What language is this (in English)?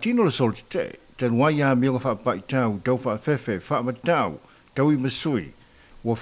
Samoan